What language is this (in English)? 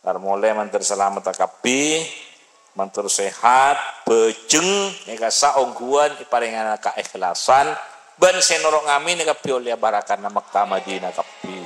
Madurese